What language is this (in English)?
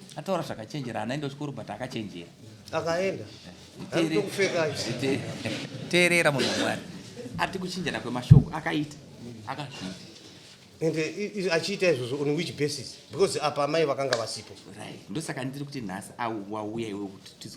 Shona